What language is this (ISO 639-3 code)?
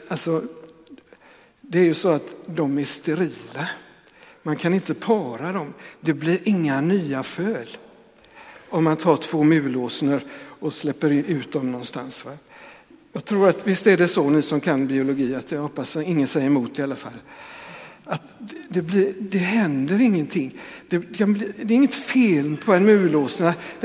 swe